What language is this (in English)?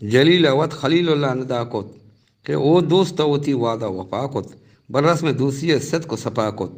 Eastern Balochi